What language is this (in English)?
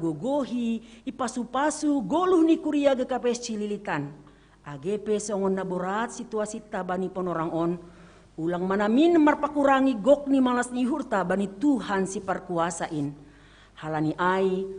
Batak Simalungun